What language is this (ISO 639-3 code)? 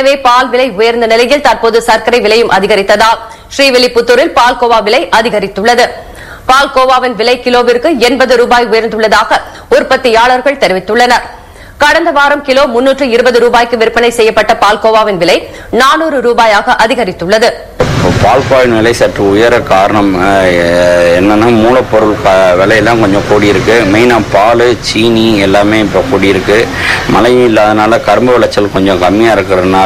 tam